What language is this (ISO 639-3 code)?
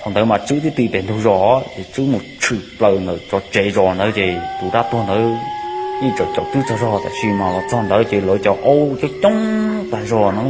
hmn